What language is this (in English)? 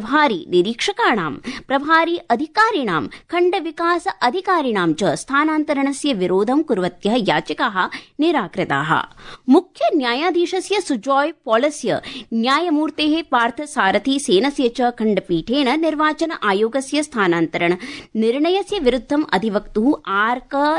Sanskrit